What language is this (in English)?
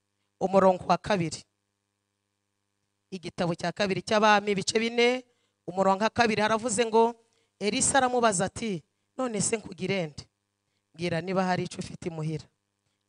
Kinyarwanda